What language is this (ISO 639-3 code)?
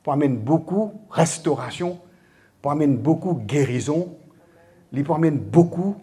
mfe